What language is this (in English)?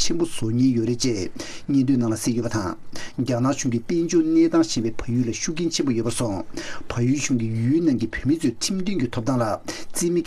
Tibetan